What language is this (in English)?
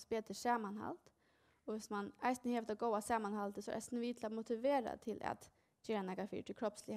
Faroese